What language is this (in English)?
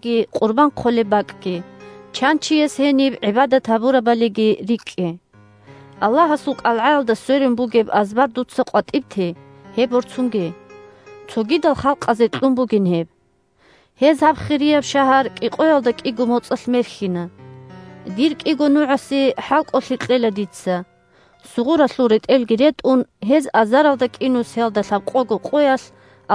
Avaric